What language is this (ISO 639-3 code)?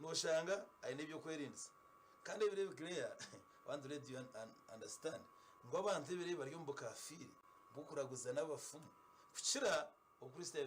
nyn